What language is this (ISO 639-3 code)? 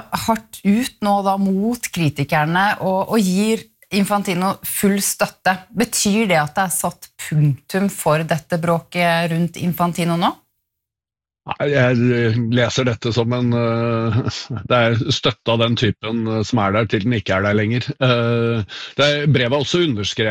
nor